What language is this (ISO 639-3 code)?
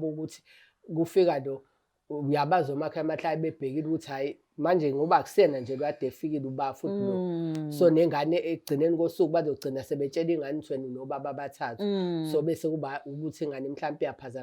zul